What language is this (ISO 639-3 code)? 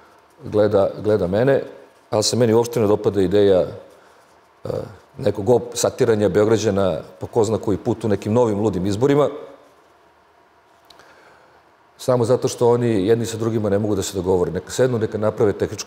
srp